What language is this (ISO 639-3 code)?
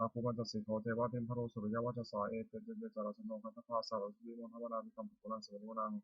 pli